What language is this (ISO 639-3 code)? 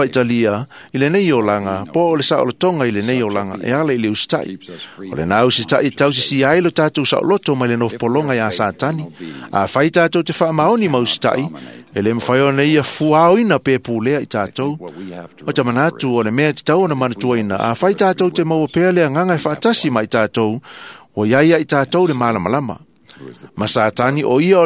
smo